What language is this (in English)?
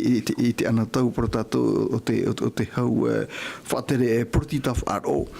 Tahitian